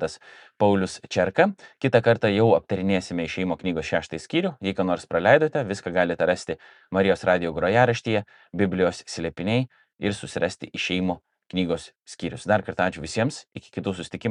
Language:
Lithuanian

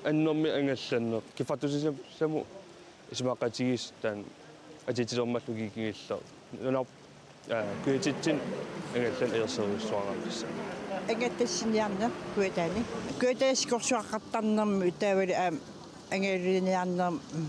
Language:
Kalaallisut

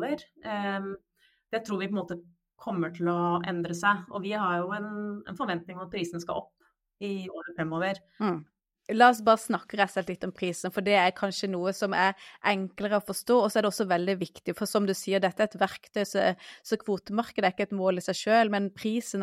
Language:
Norwegian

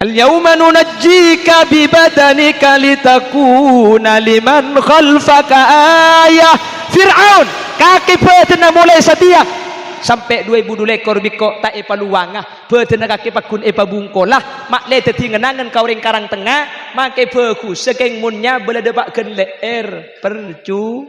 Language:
Madurese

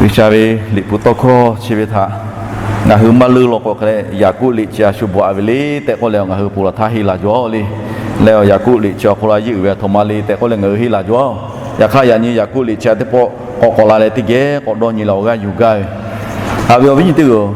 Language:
Lahu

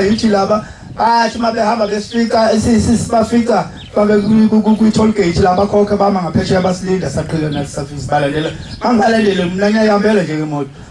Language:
Zulu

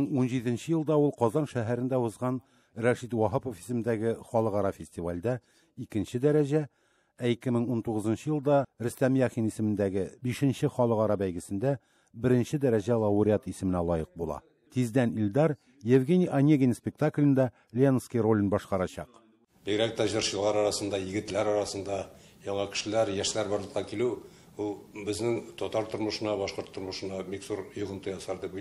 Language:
Tatar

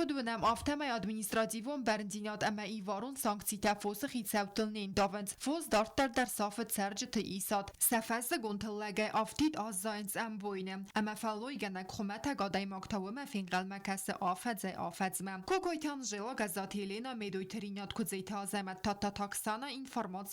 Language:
Ossetic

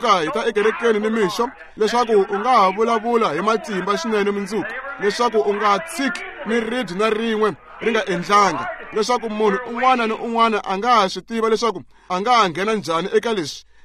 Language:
Tsonga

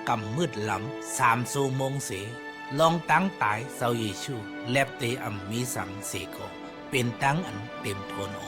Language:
Shan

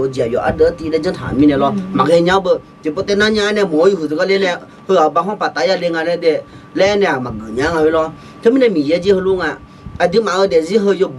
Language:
Akha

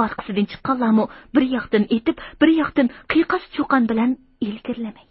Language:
Uyghur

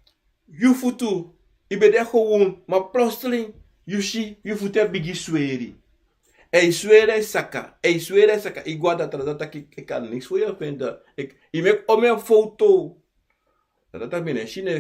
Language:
Sranan Tongo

